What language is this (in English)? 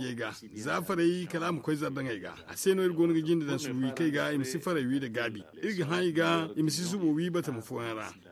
Zarma